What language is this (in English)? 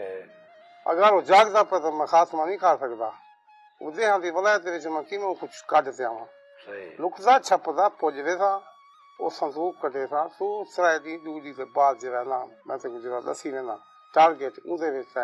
Saraiki